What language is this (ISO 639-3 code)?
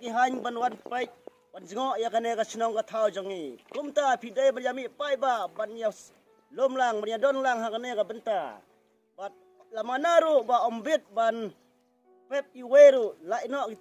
kha